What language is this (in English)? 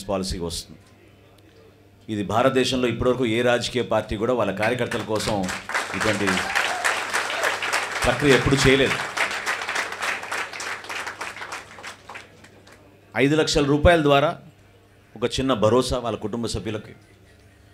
Telugu